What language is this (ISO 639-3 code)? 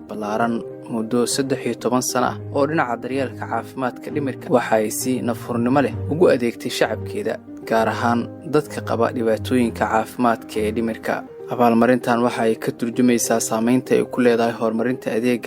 som